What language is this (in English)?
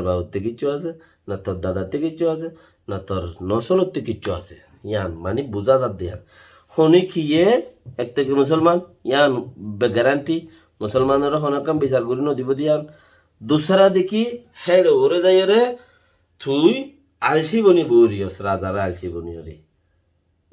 Rohingya